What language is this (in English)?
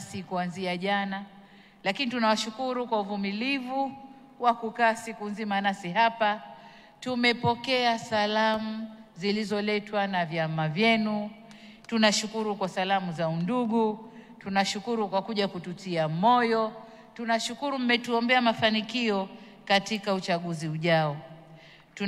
Swahili